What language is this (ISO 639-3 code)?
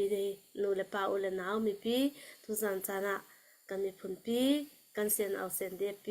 cnh